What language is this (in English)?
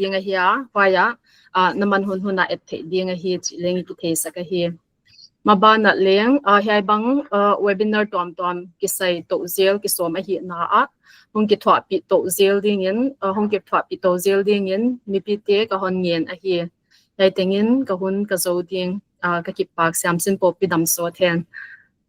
Paite Chin